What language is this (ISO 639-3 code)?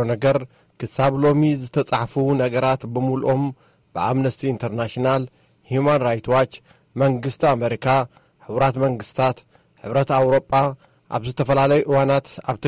tir